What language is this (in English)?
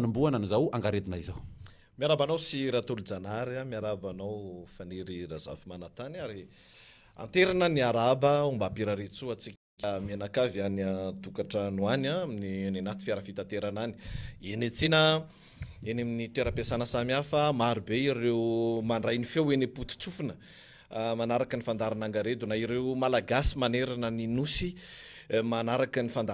Malagasy